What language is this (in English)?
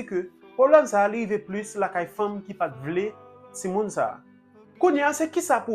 Haitian Creole